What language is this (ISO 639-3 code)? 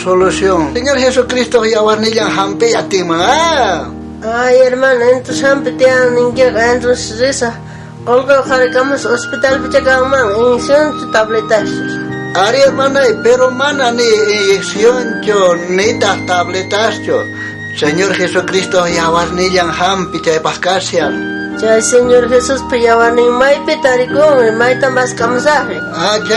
quh